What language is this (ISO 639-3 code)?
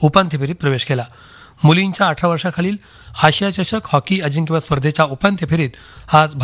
mar